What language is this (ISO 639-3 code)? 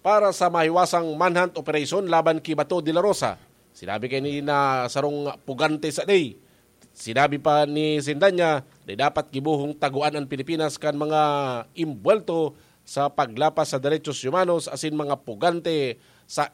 bik